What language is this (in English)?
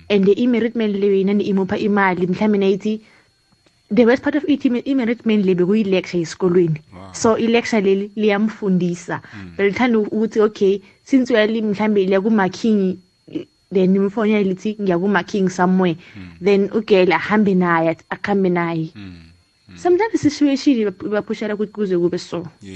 South Ndebele